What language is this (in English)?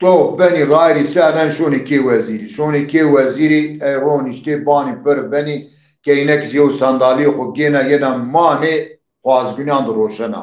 Zaza